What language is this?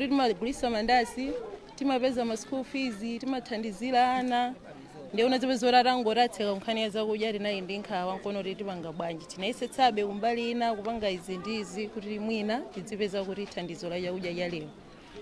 Nyanja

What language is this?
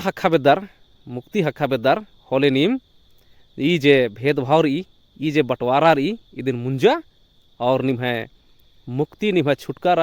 Kurukh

